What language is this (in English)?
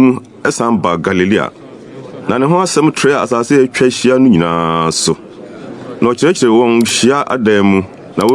Akan